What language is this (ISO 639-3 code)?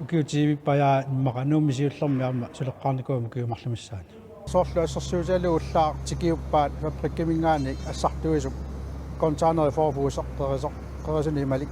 kal